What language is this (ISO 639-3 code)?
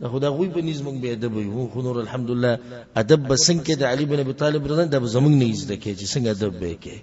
pus